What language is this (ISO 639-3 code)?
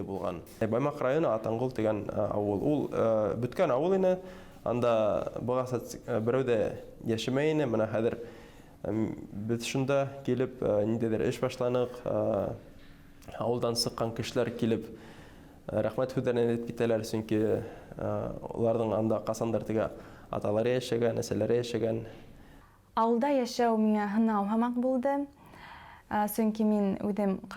bak